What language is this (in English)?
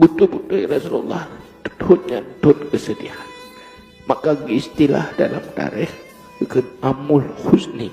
Achinese